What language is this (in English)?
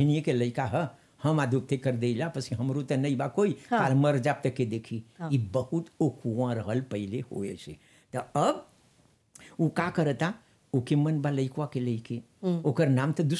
Bhojpuri